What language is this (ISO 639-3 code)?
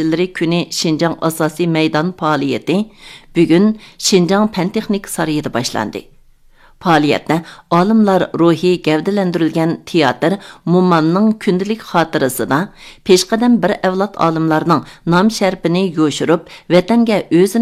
uig